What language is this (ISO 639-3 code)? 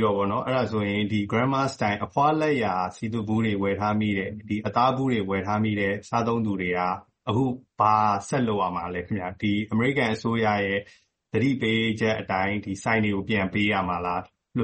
mya